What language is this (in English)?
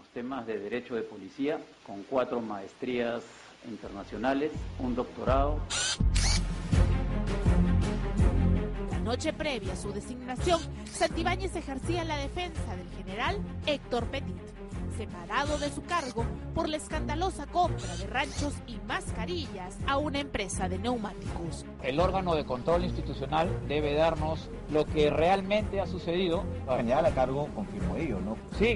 Spanish